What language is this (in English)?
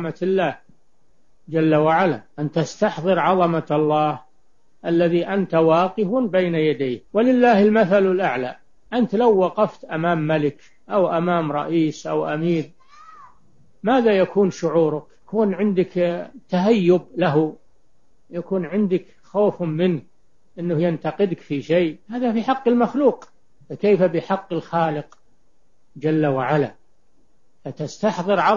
Arabic